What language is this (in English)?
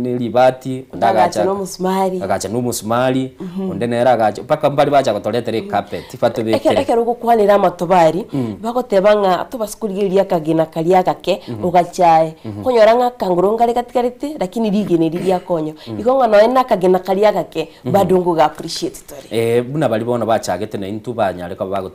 Gusii